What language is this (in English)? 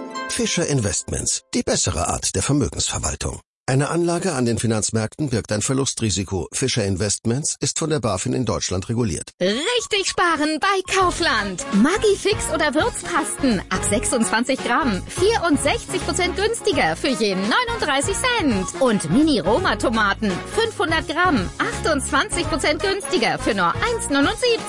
German